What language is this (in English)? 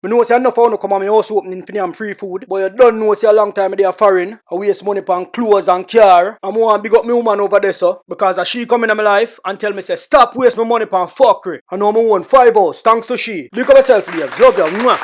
Jamaican Creole English